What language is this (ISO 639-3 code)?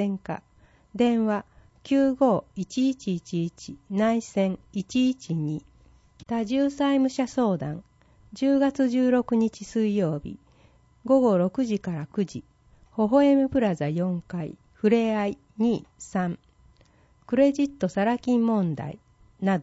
jpn